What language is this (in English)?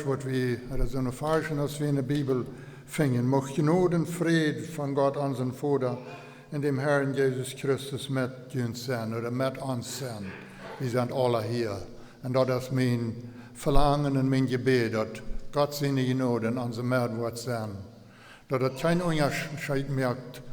Plautdietsch